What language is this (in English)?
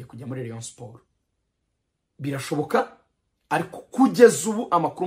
Kinyarwanda